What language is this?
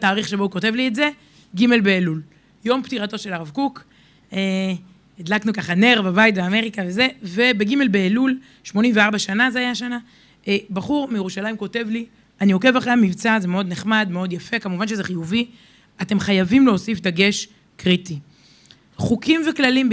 Hebrew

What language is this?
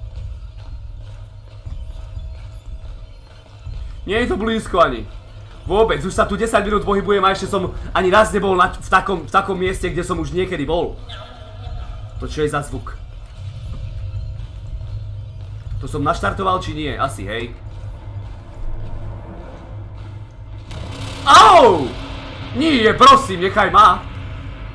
Slovak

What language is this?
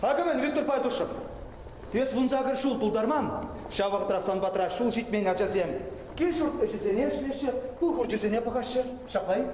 Chuvash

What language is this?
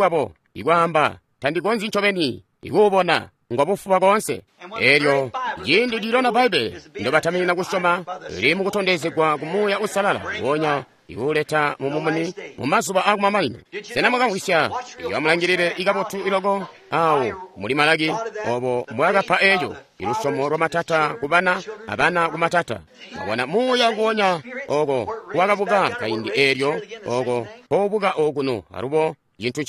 Tonga (Zambia)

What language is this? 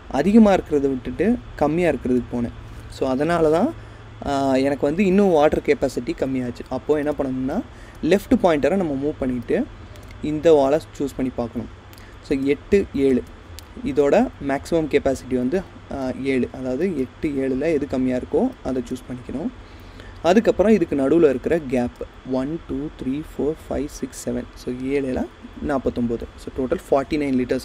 Tamil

